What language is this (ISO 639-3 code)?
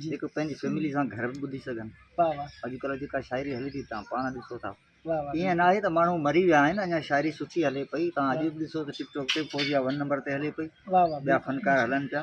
snd